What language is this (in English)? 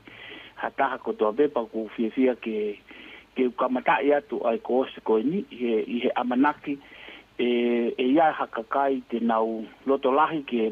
Tongan